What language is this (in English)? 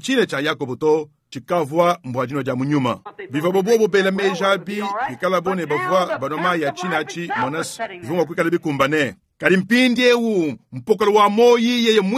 Luba-Lulua